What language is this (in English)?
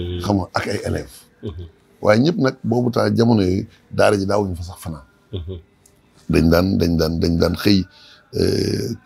Wolof